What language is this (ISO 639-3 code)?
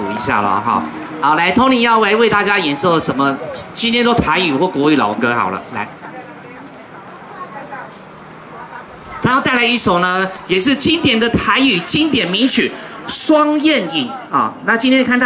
zho